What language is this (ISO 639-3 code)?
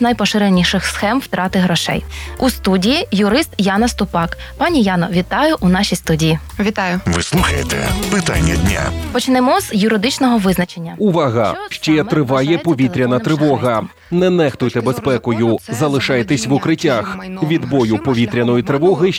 ukr